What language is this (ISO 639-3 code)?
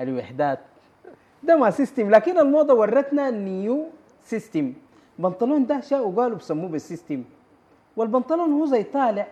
apd